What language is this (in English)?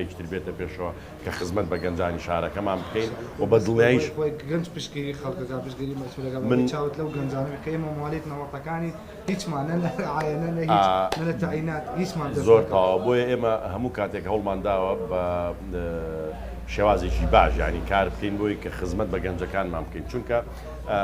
Central Kurdish